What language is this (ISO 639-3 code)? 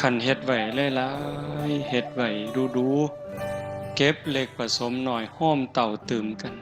tts